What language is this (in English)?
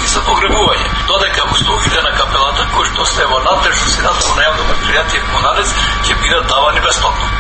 Macedonian